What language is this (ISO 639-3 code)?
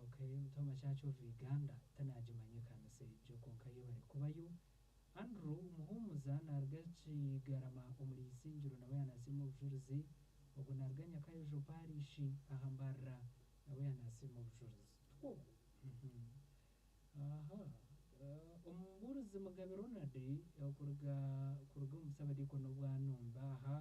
nyn